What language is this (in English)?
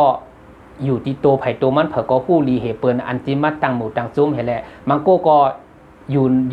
Shan